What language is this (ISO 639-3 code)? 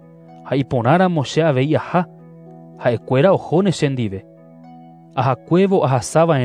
grn